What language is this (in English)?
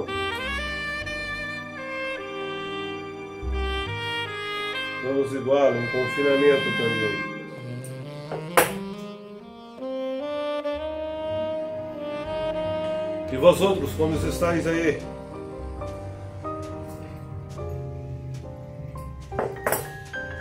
Portuguese